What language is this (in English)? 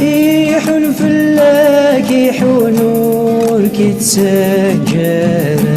Kabyle